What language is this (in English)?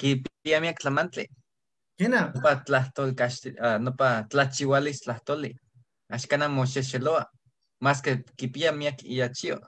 Eastern Huasteca Nahuatl